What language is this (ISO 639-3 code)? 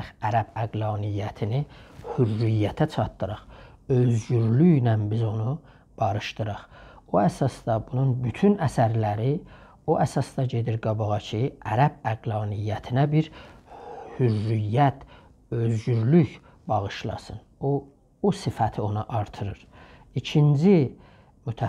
azb